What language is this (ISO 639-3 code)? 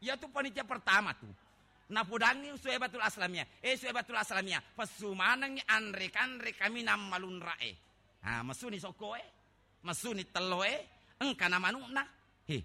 bug